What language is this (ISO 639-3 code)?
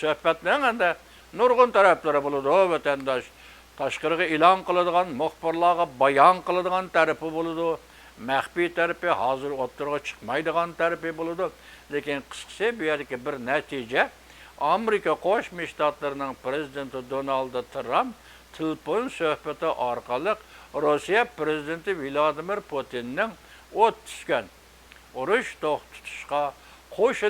uig